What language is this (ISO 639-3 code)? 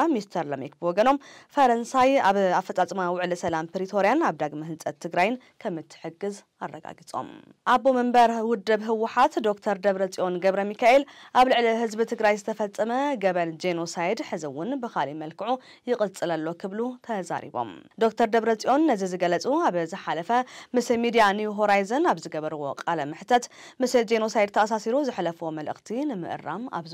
tir